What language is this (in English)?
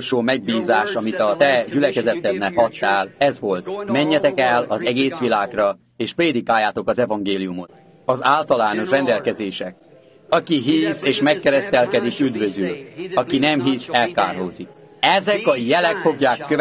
Hungarian